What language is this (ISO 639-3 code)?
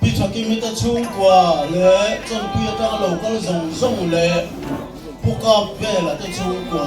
lus